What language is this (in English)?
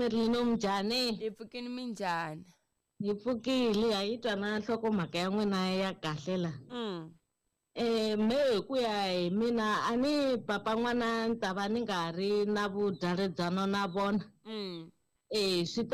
Tsonga